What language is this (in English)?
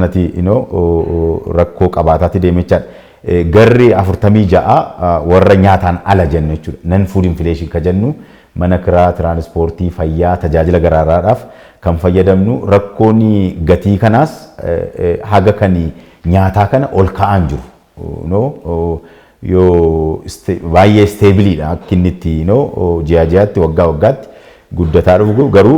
Oromo